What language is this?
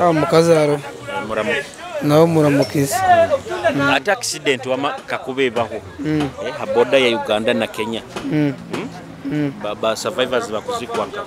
Nyoro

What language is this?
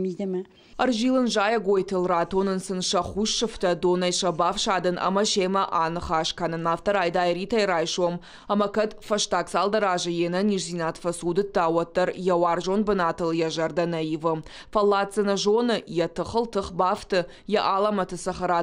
Ossetic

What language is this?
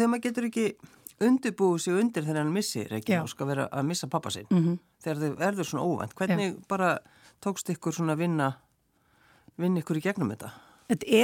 Icelandic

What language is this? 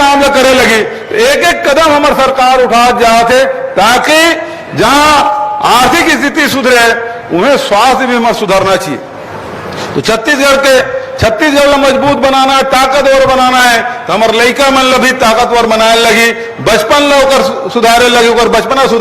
Chhattisgarhi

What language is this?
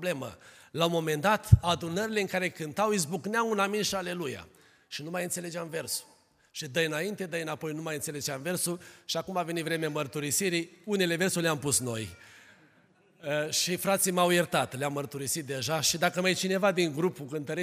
Romanian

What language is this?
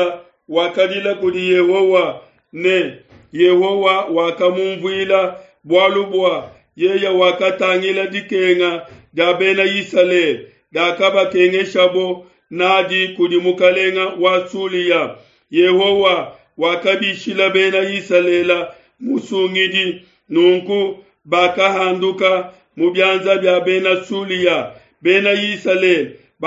Luba-Lulua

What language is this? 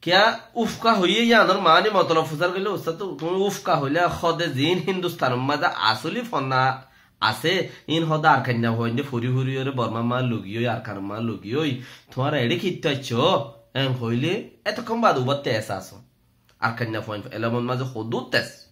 Rohingya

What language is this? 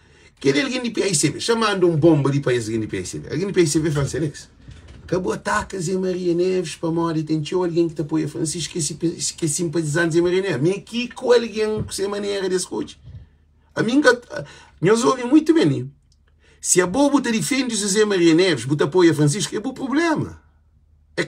Kabuverdianu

